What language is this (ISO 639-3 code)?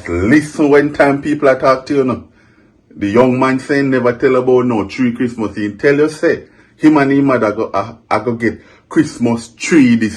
jam